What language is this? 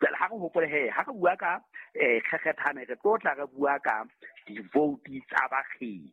Southern Sotho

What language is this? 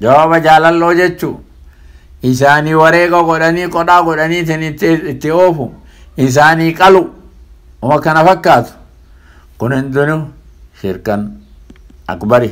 Oromo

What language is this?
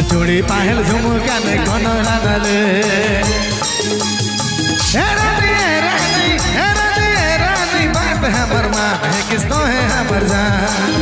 Sadri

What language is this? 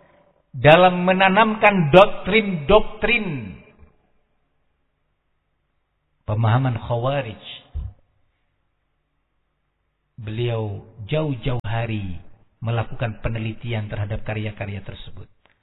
Indonesian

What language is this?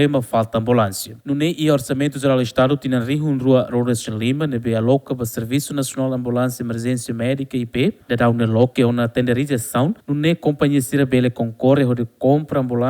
Tetum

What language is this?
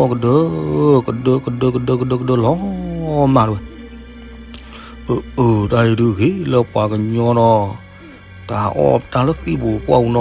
S'gaw Karen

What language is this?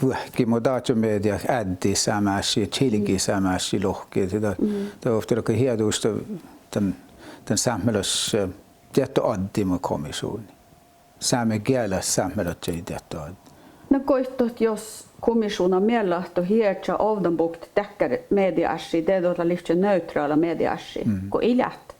Northern Sami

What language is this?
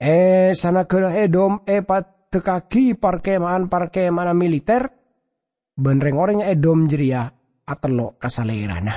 Madurese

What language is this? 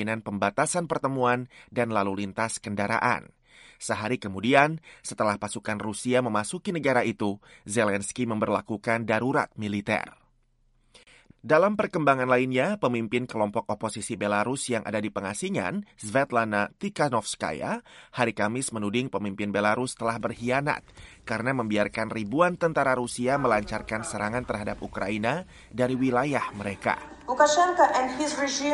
Indonesian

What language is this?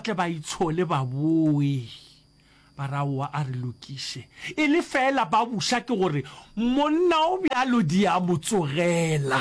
Northern Sotho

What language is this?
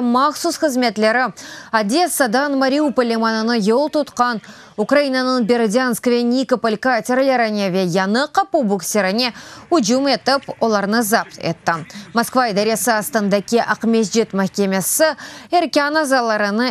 Crimean Tatar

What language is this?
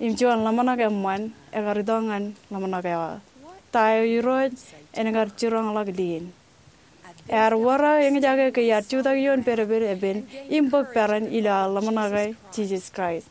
Marshallese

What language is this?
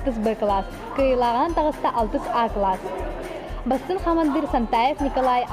Yakut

